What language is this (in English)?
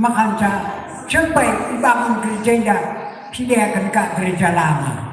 Batak Karo